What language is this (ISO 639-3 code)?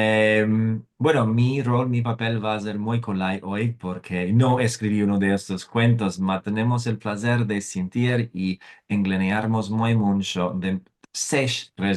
lad